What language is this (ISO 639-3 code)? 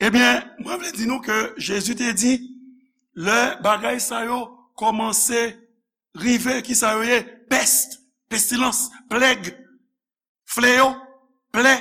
hat